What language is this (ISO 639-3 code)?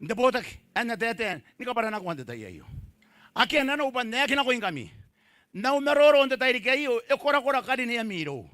gil